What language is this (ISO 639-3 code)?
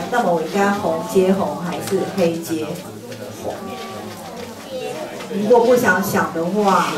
zho